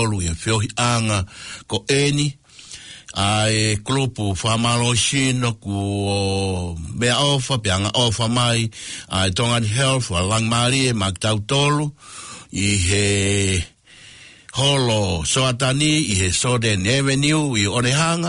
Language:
Tongan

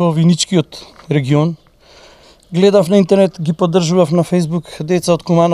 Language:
Macedonian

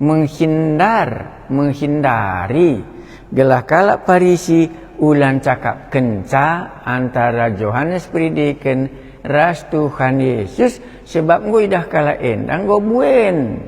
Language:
Batak Karo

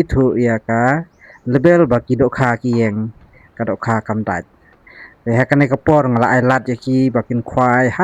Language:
Khasi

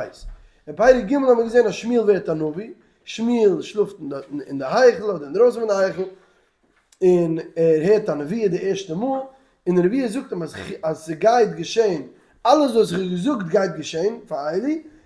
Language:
Yiddish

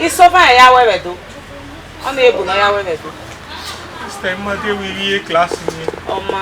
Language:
Bini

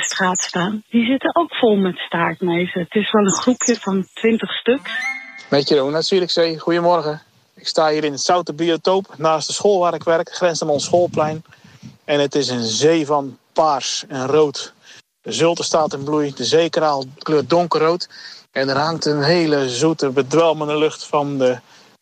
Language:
Dutch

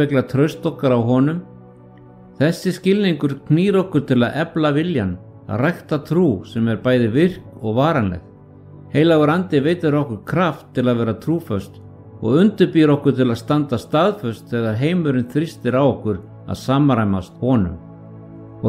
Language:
Icelandic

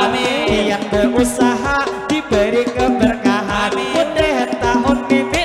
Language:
Banjar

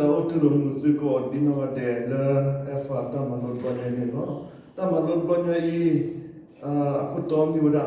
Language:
S'gaw Karen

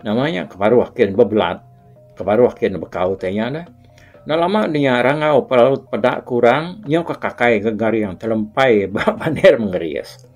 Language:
Iban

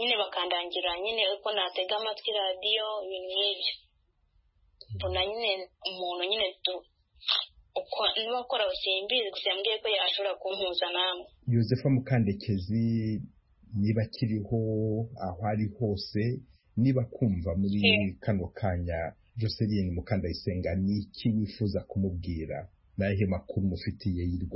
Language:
Kinyarwanda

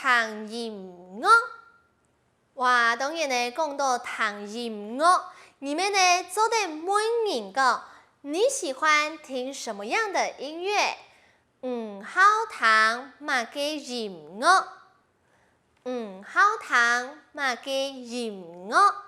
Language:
Hakka Chinese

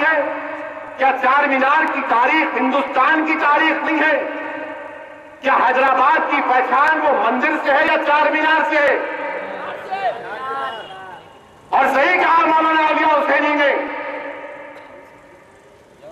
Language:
Urdu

